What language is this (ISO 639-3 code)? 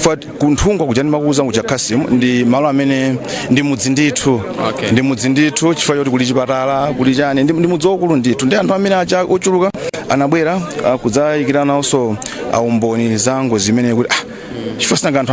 nya